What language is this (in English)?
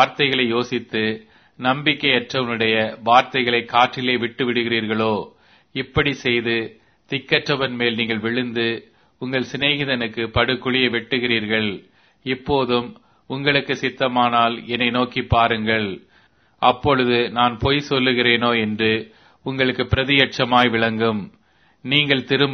Tamil